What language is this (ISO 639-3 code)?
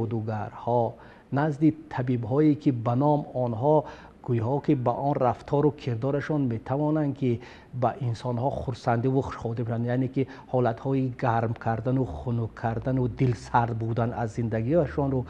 tgk